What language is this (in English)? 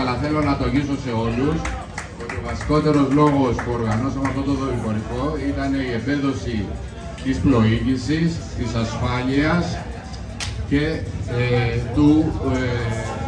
Greek